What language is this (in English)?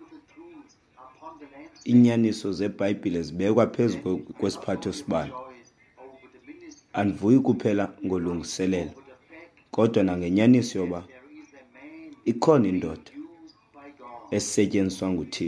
Xhosa